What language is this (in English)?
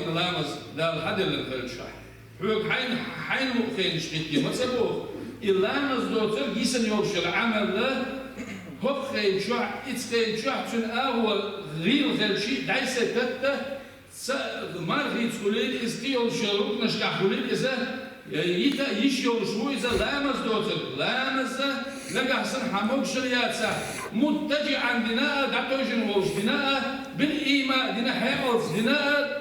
Chechen